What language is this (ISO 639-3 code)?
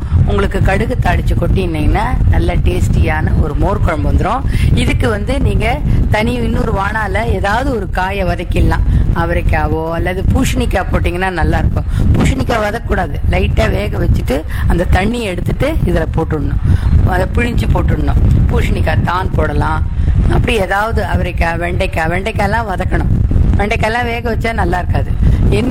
tam